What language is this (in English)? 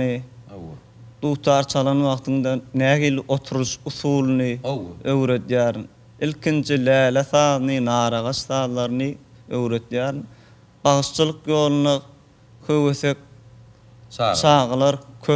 Turkmen